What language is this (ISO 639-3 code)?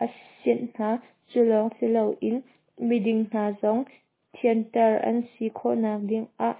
cnh